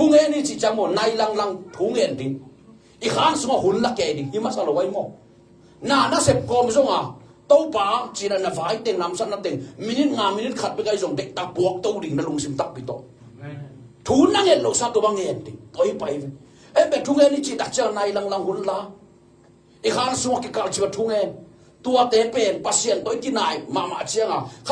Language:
Tedim Chin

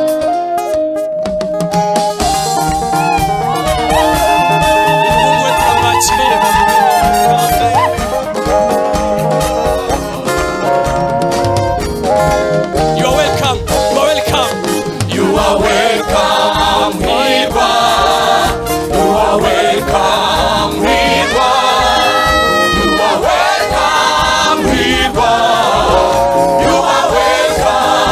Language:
Kinyarwanda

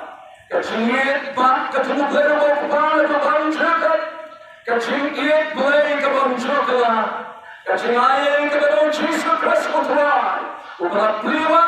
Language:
Khasi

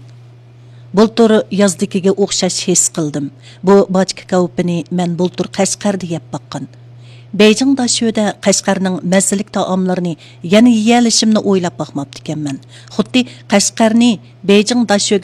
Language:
Uyghur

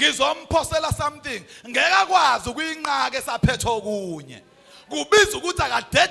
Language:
Zulu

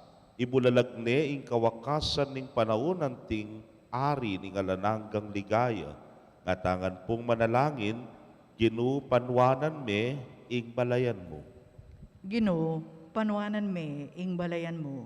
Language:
Pampanga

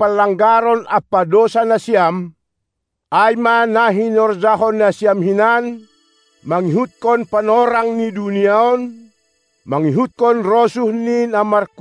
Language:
Batak Simalungun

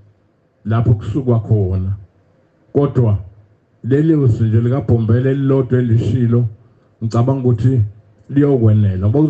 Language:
Zulu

